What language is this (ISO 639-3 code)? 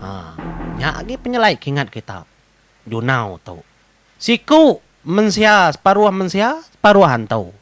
iba